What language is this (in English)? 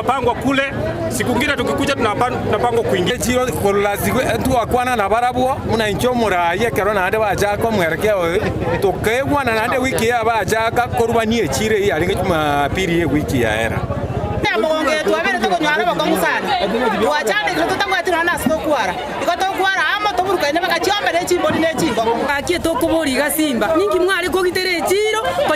Gusii